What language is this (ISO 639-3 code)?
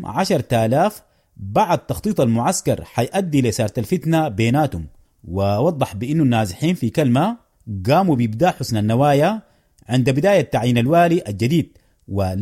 apd